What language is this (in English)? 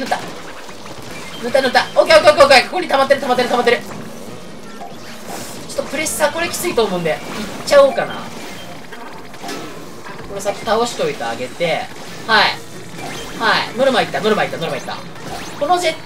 Japanese